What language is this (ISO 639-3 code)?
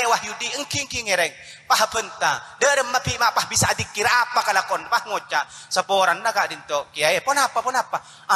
mad